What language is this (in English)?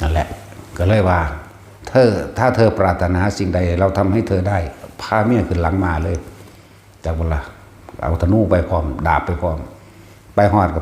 Northeastern Thai